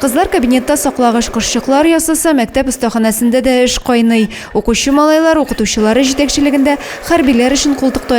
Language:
Tatar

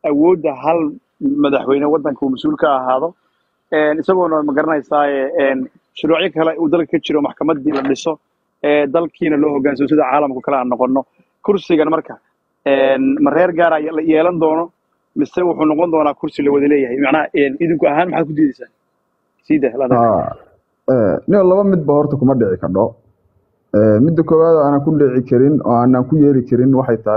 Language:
Somali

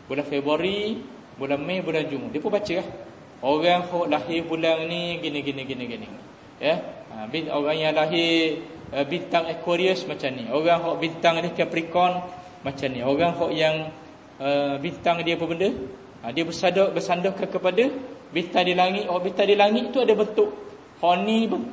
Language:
Malay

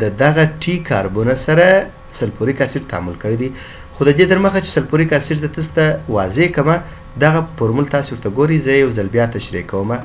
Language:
Pashto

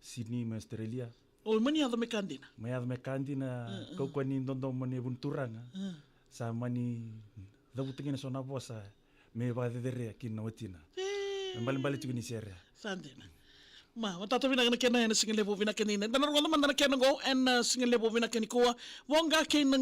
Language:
Fijian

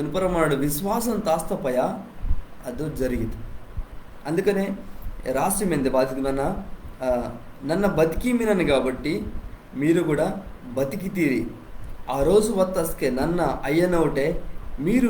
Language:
Koya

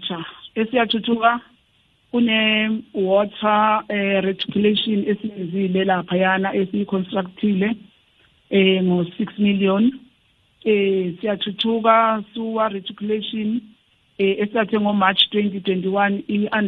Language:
South Ndebele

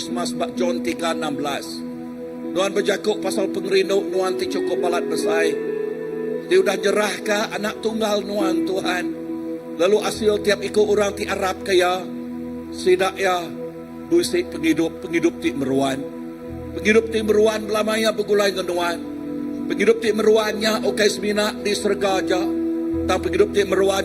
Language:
Iban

